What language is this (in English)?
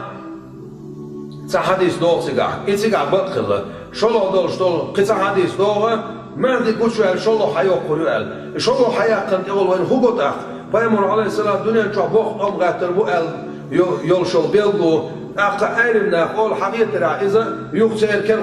Chechen